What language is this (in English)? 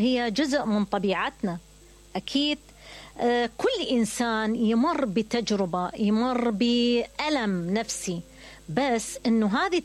Mesopotamian Arabic